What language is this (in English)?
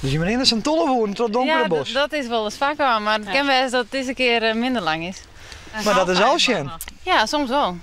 Western Frisian